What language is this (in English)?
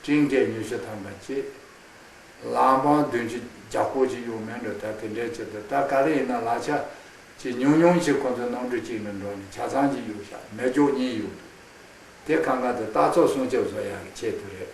Khams Tibetan